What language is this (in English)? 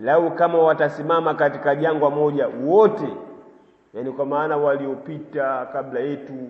Swahili